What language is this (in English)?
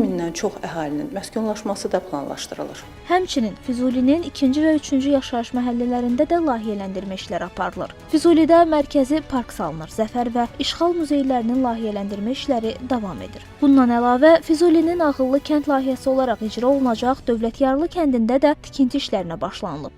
Azerbaijani